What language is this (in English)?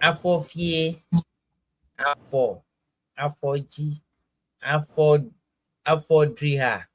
Ewe